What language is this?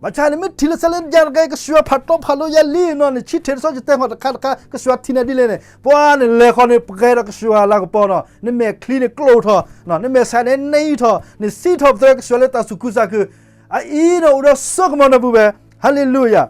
S'gaw Karen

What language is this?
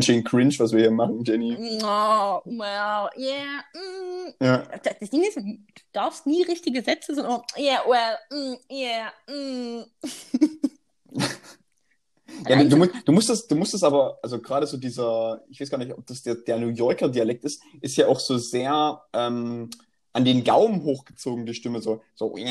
German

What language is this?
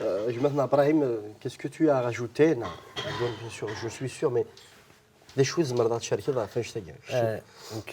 Kabyle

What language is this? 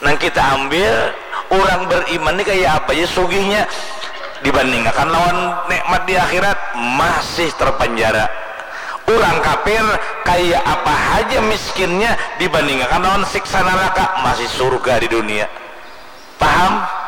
Banjar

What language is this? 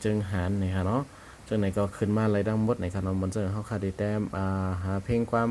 Shan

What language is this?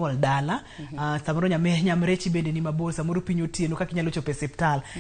Luo (Kenya and Tanzania)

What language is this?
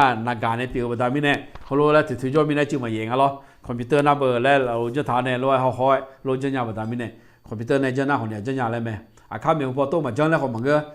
Akha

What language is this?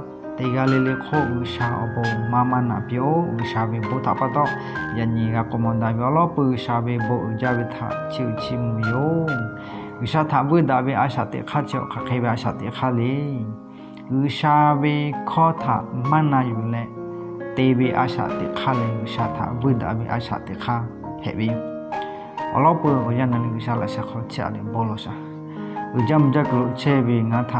Lahu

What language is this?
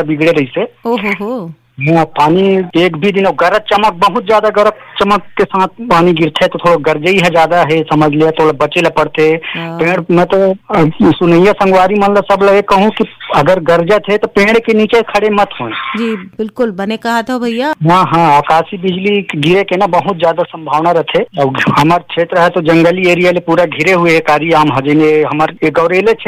Chhattisgarhi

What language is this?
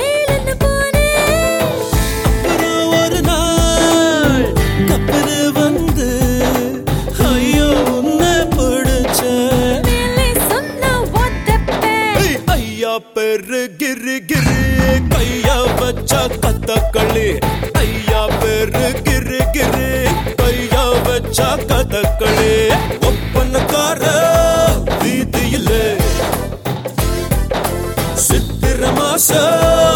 Tamil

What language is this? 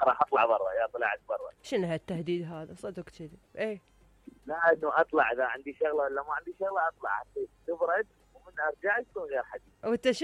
Mesopotamian Arabic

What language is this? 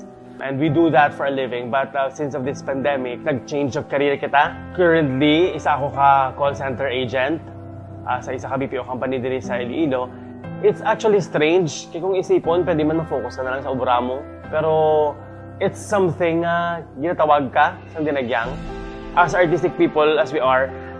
Hiligaynon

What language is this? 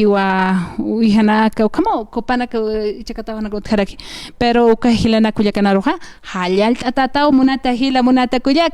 Aymara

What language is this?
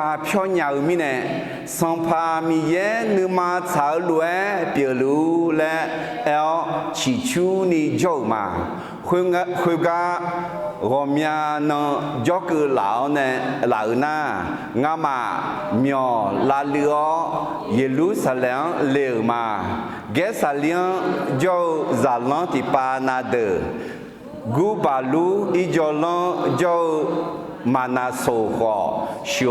Akha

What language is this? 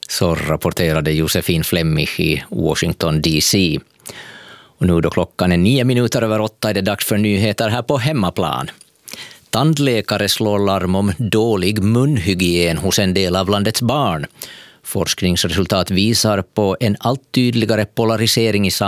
Swedish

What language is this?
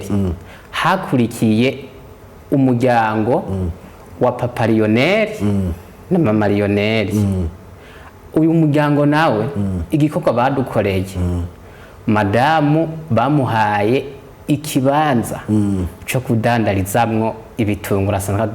Rundi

